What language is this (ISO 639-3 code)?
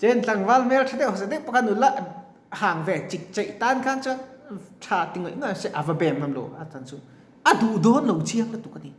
lus